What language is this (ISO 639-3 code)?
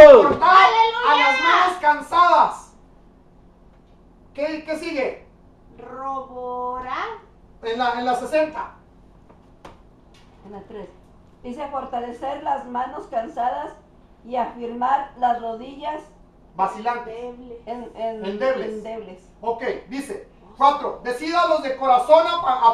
spa